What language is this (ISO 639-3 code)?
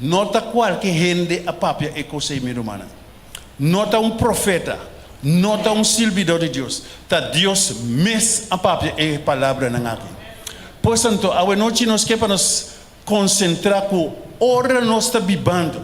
pap